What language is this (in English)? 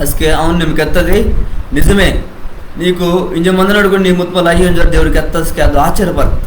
Koya